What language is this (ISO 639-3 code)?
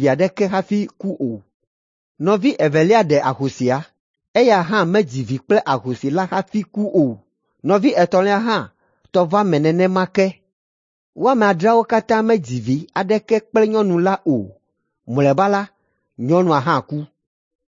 ewe